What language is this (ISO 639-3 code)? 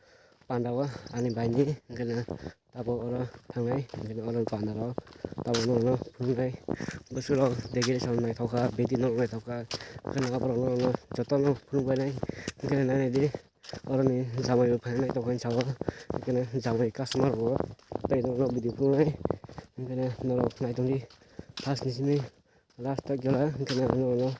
trp